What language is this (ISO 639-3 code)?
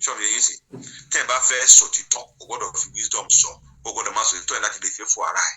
yor